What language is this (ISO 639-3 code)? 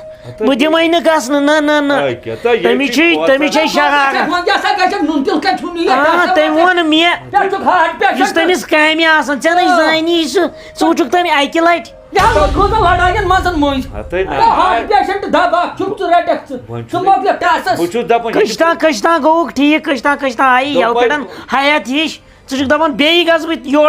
kas